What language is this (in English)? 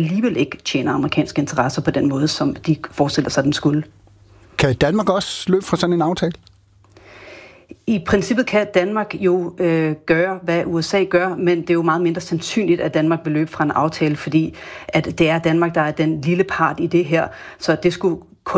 Danish